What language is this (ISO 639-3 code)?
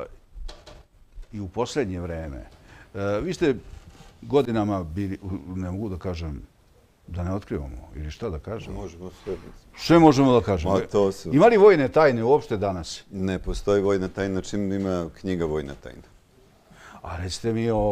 srp